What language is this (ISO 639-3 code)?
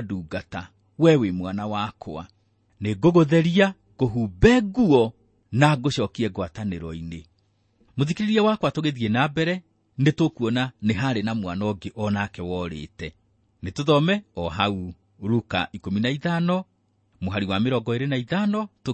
kik